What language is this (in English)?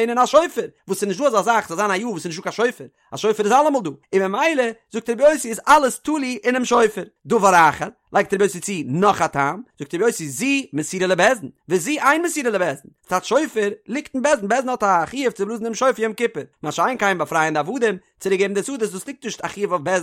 Yiddish